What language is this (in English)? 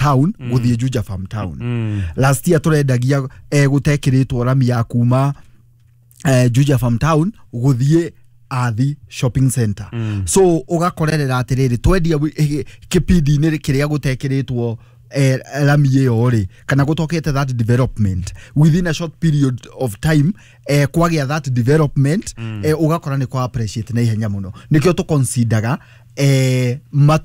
Kikuyu